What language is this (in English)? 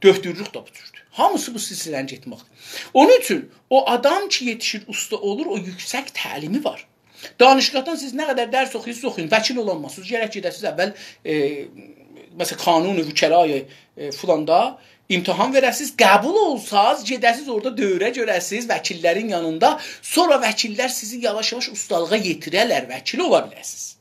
South Azerbaijani